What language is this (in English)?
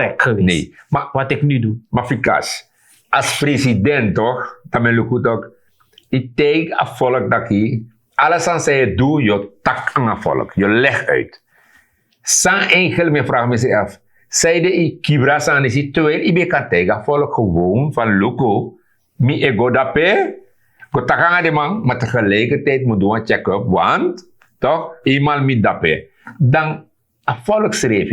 Sranan Tongo